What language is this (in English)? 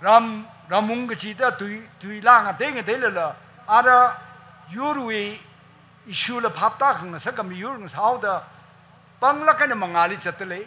Tangkhul Naga (India)